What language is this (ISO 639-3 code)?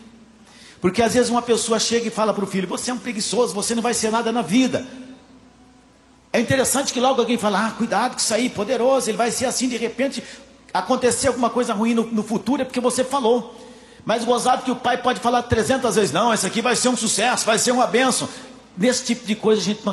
por